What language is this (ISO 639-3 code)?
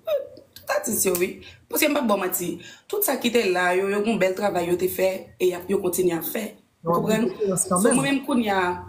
hat